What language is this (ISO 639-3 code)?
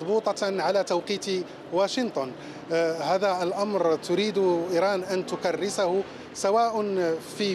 ara